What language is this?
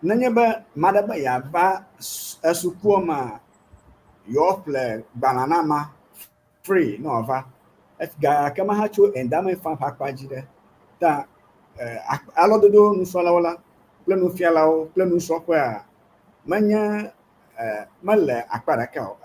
Ewe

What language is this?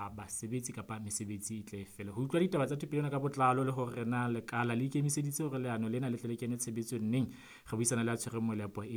Southern Sotho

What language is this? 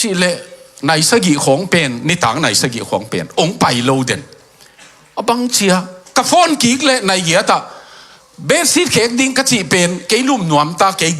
Tedim Chin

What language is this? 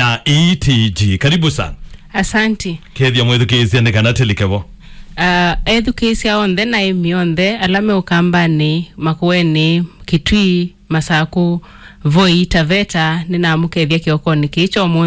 Kamba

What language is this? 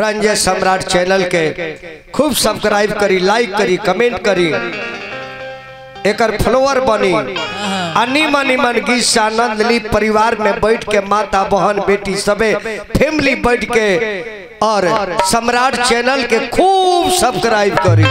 Bhojpuri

